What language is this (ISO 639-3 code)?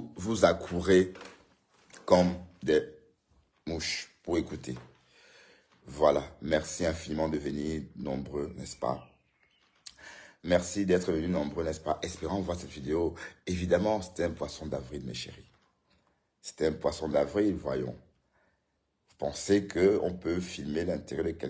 fra